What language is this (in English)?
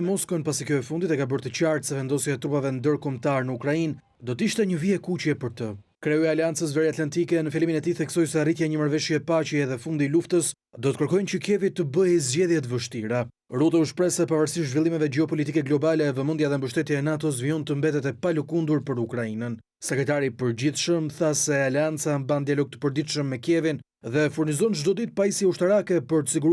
Albanian